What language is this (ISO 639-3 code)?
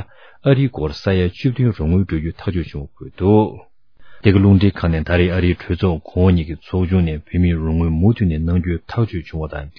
bod